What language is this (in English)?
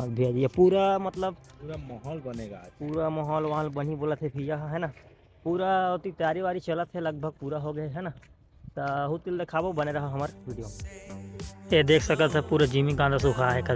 Chhattisgarhi